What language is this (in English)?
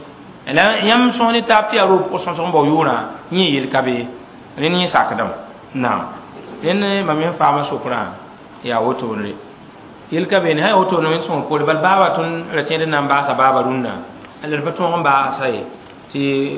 Mossi